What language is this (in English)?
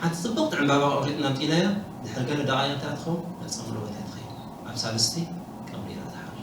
Tigrinya